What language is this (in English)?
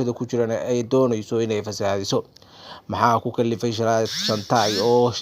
Somali